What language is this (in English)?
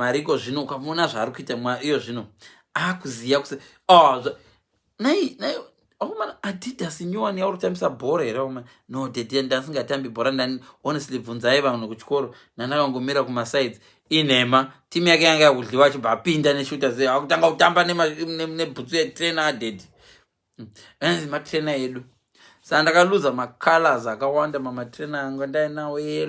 Shona